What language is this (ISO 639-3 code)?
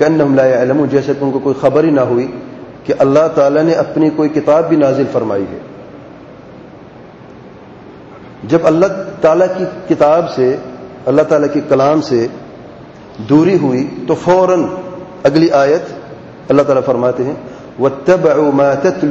urd